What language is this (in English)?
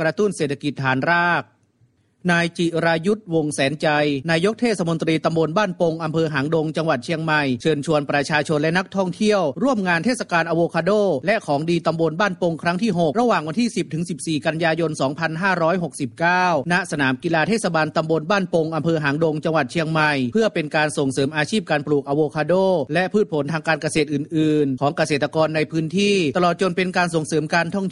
Thai